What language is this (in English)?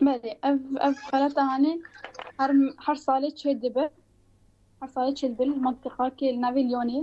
Kurdish